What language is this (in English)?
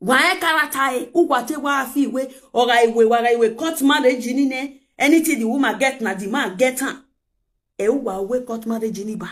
Nigerian Pidgin